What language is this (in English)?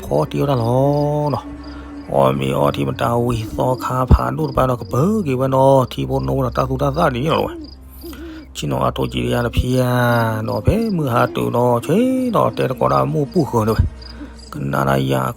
S'gaw Karen